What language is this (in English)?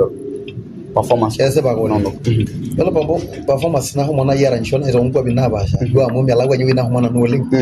Masai